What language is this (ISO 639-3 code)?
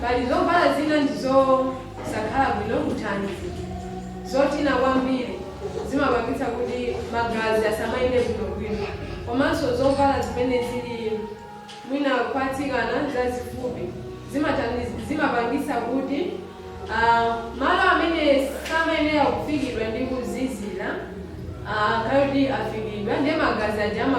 nya